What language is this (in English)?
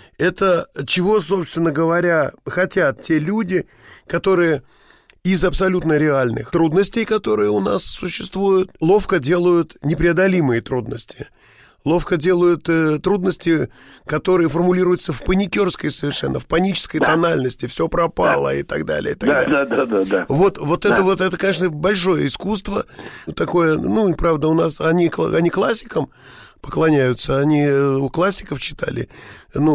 Russian